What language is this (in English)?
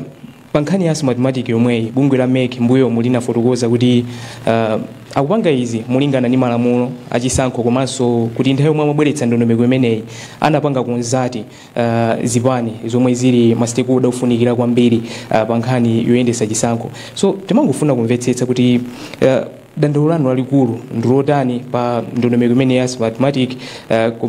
Nyanja